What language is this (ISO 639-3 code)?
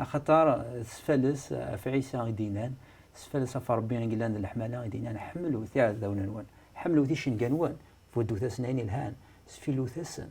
kab